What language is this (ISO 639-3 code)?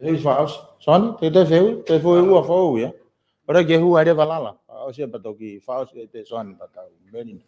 ton